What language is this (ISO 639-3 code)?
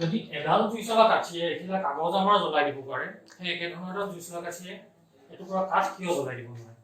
asm